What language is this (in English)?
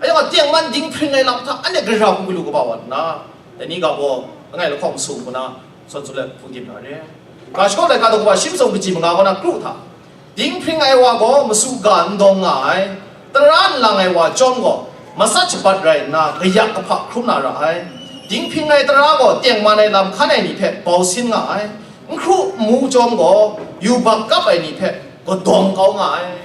Kachin